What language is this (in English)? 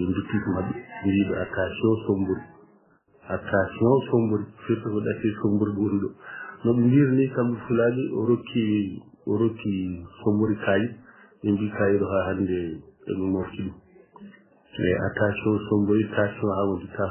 Fula